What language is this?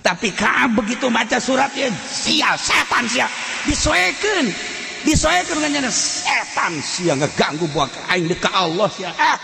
Sundanese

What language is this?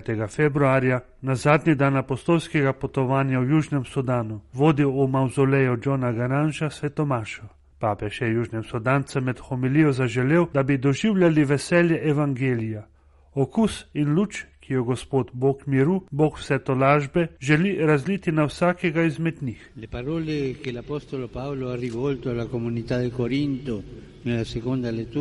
Slovenian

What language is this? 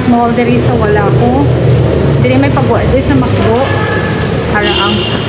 Hiligaynon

